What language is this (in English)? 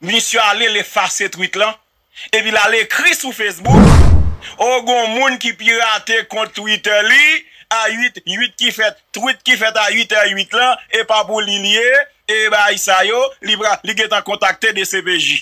Haitian Creole